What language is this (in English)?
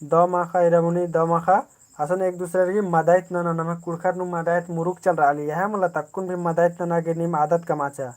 Kurukh